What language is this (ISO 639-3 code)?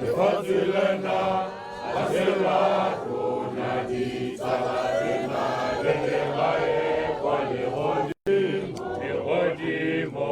tsn